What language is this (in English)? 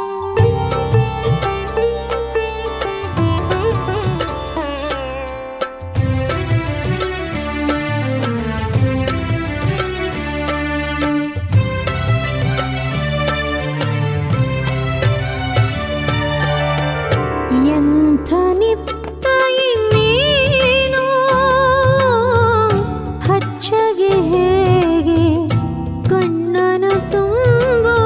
Kannada